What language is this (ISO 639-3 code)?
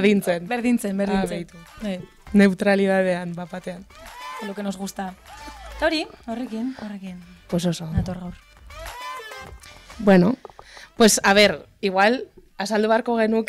eus